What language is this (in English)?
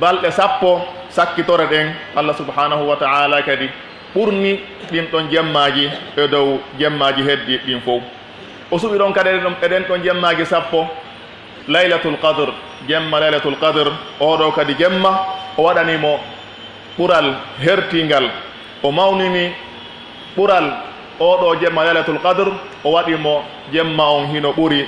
Pular